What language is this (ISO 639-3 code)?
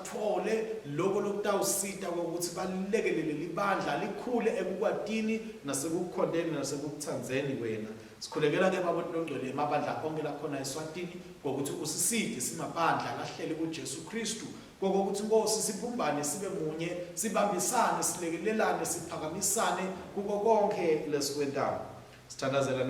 ssw